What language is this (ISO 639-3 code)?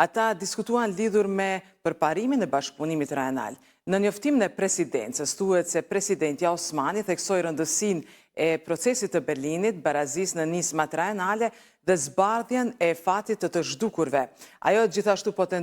sqi